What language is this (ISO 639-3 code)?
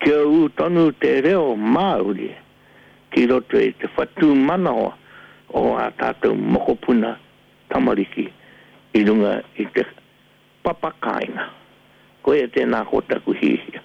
mri